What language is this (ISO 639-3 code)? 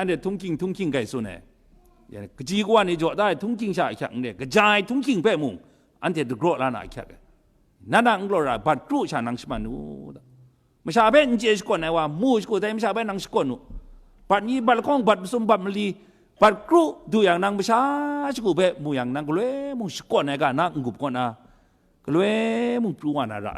kac